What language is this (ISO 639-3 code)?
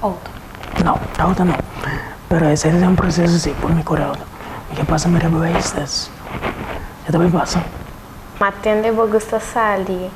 pap